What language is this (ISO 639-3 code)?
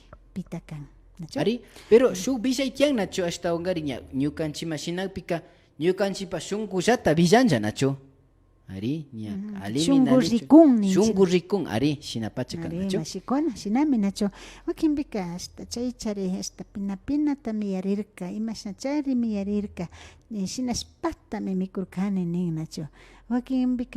qvi